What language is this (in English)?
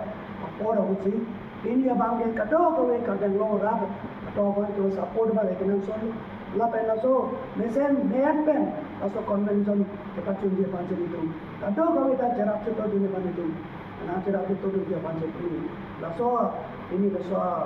Karbi